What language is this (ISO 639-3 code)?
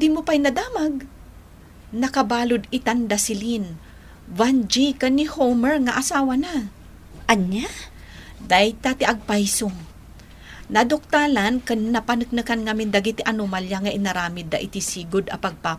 ilo